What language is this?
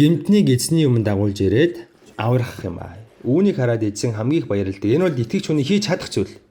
Mongolian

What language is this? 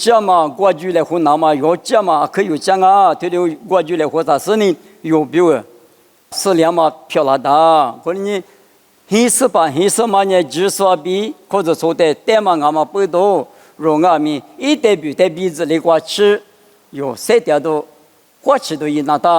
Lisu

